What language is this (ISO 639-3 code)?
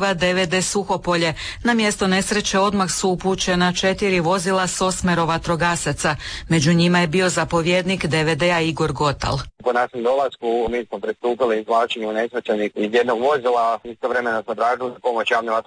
hrv